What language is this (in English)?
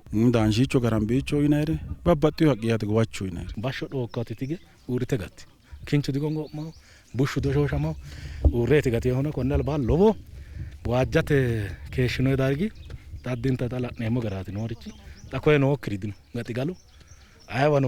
Sidamo